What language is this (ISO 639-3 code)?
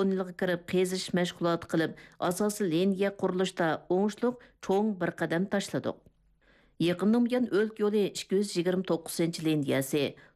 uig